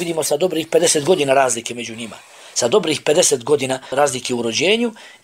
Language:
Bosnian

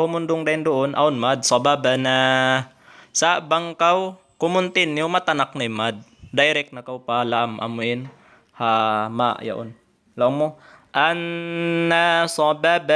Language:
Tausug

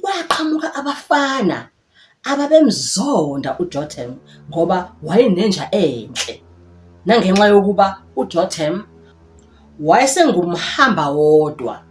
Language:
Zulu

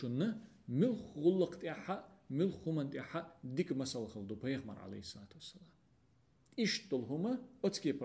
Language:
Chechen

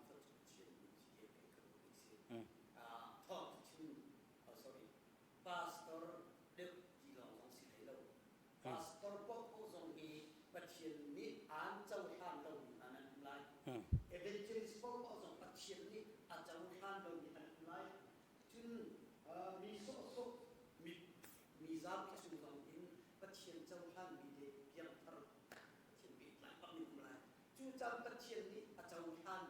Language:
Hakha Chin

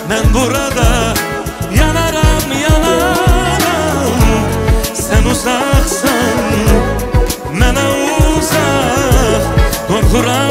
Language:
Azerbaijani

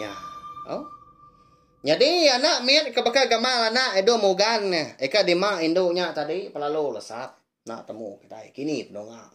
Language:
Iban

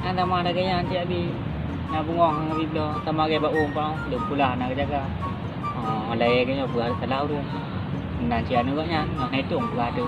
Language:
Achinese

